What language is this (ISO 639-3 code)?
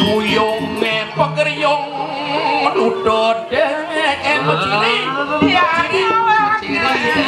ban